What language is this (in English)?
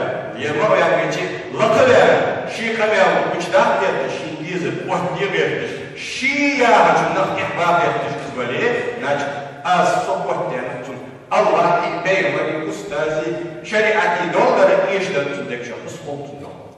Ingush